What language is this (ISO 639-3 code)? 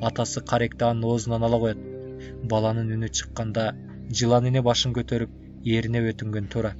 kir